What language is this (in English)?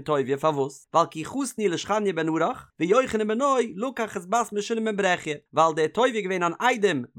Yiddish